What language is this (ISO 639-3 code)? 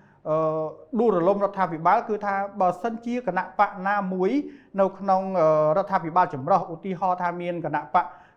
khm